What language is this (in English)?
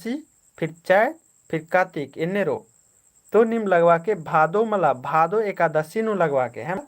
Kurukh